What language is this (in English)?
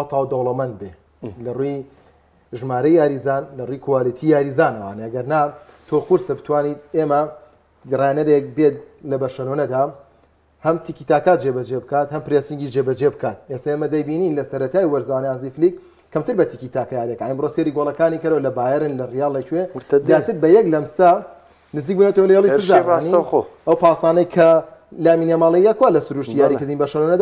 Central Kurdish